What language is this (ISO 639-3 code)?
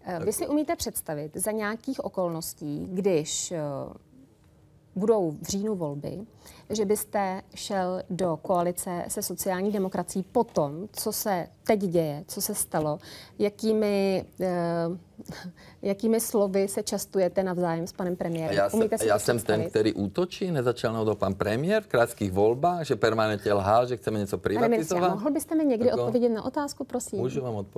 ces